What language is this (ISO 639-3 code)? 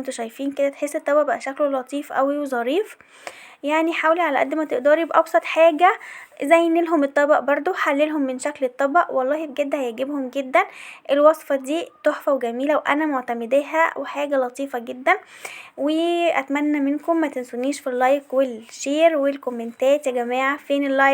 arz